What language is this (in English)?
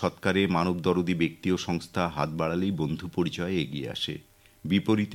Bangla